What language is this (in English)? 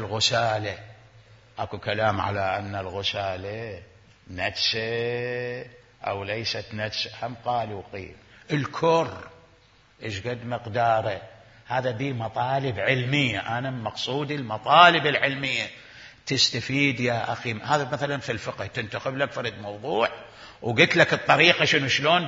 Mesopotamian Arabic